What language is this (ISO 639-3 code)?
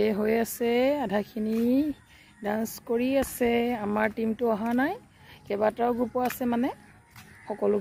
asm